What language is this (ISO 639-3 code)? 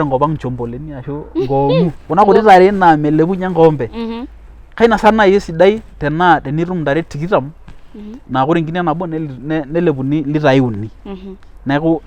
mas